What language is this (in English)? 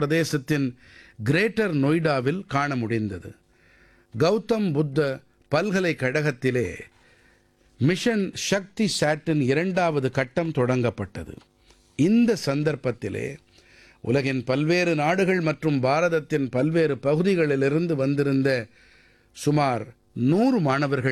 Tamil